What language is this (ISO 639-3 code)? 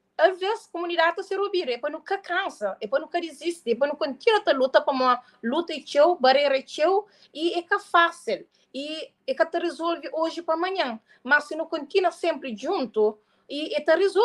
kea